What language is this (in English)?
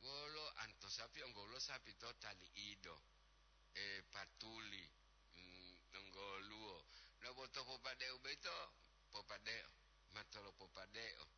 Gorontalo